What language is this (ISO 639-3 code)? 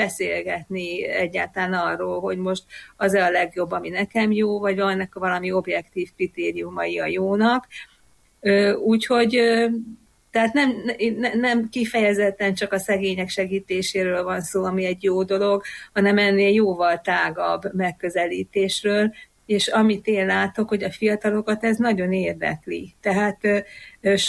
hun